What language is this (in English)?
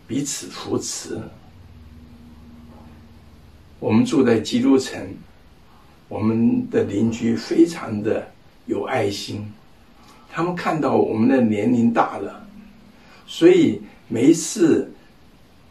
Chinese